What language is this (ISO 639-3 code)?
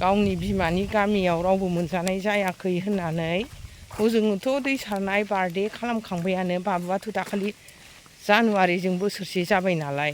brx